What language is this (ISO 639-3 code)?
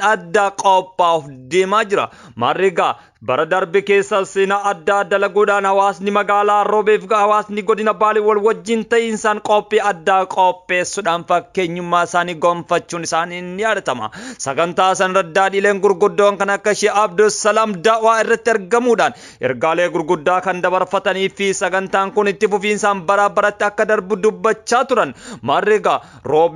orm